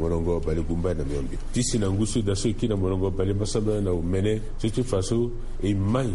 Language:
Sango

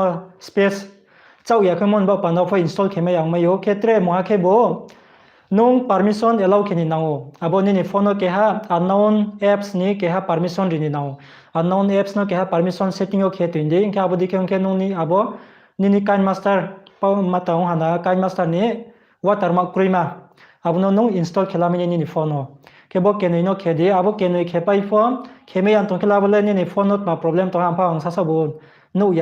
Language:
Riang (India)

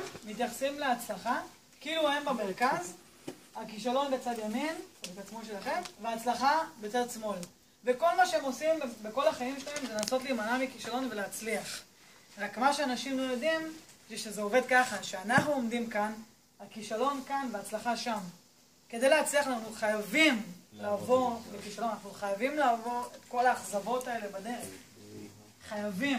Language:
Hebrew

